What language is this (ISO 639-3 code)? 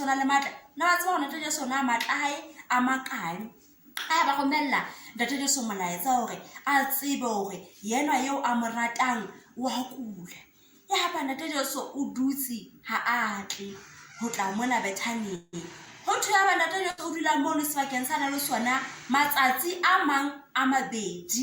sot